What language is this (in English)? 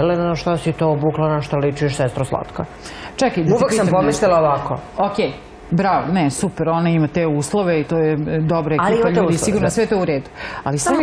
Serbian